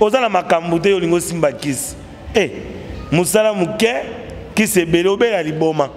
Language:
Lingala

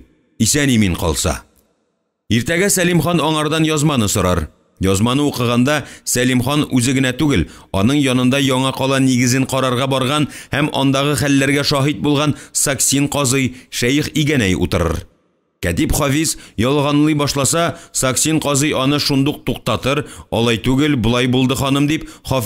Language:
Tatar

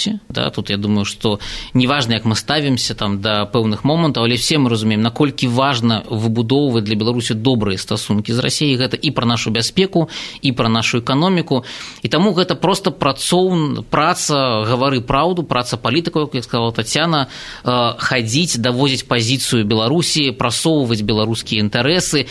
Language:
Belarusian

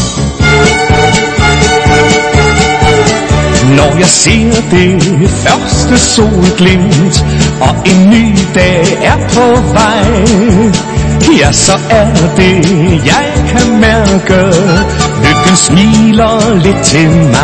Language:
Danish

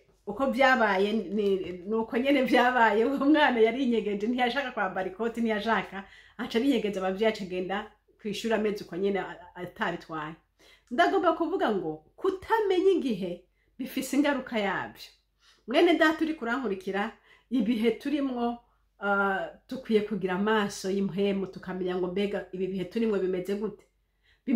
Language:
Rundi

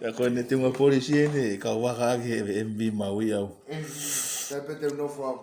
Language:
Tongan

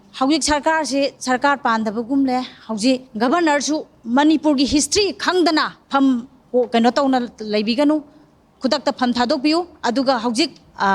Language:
Manipuri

